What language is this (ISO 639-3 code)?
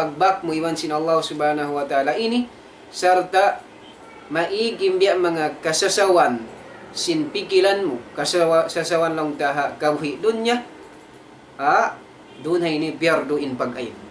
tsg